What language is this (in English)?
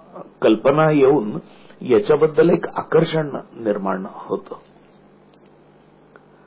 Marathi